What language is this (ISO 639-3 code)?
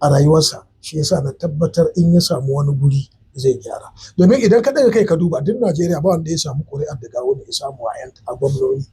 hau